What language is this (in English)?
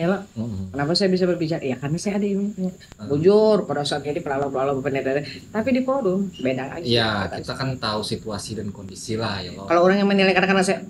Banjar